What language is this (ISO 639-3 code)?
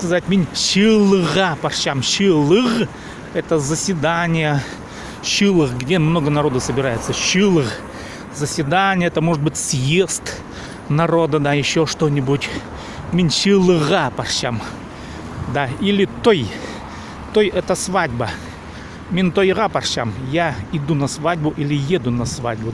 kjh